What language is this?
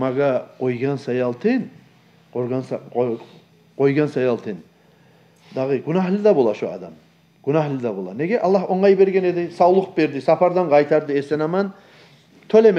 Kumyk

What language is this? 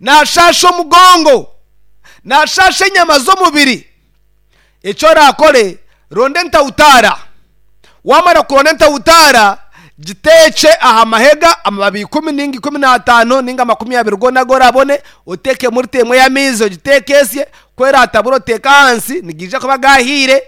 Nyankole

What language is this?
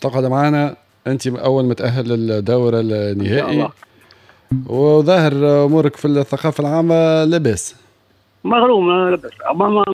Tunisian Arabic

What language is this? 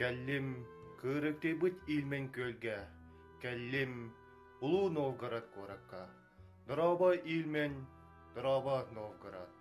Yakut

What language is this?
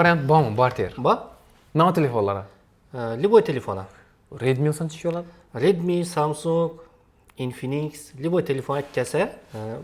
Uzbek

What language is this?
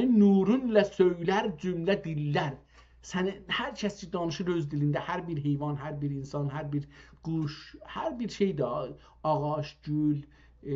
South Azerbaijani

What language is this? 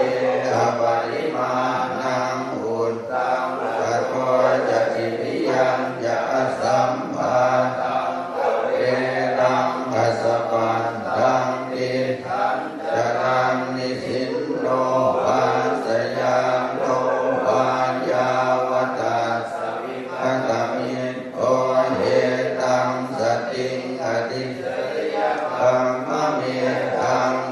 Pali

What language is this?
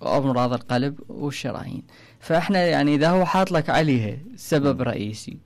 Mesopotamian Arabic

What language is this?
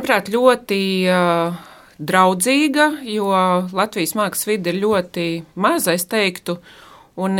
Latvian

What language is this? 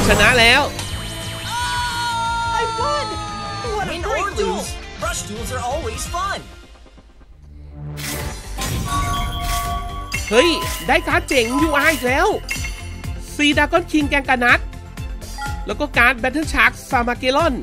Thai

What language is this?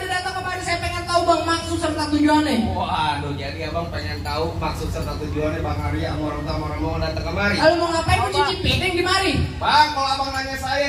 Betawi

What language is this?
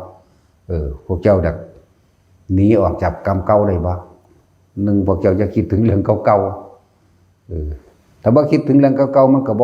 Northeastern Thai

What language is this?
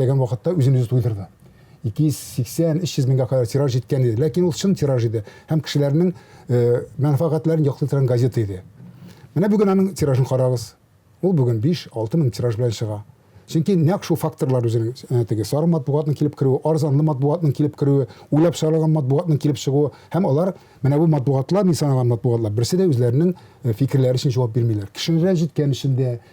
Tatar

